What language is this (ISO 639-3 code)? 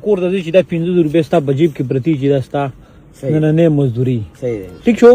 pus